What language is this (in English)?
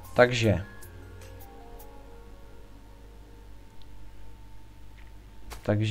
Czech